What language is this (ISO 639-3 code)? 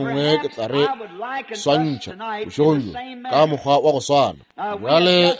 nso